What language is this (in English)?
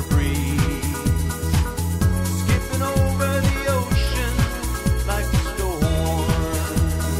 English